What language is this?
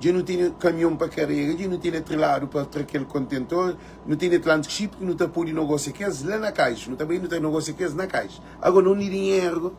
Kabuverdianu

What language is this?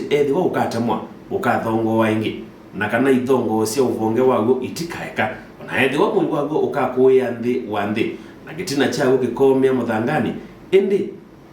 Kamba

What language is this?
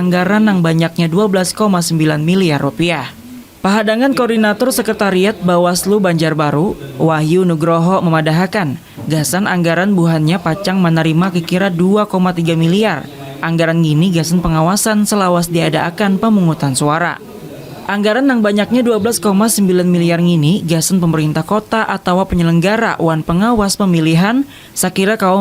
Banjar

